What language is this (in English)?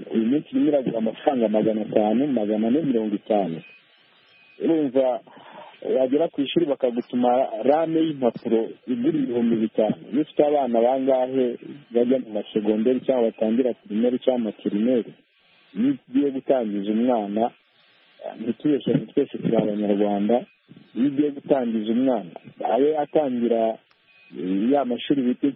Kinyarwanda